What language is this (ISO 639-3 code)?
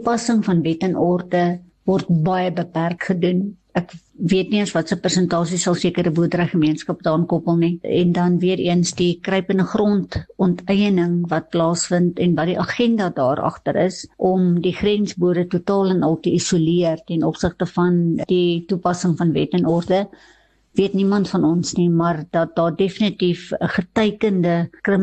afr